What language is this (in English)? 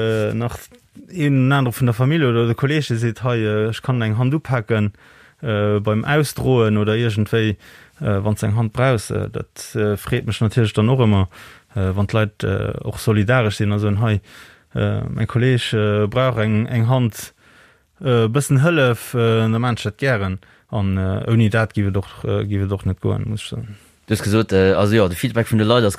Luxembourgish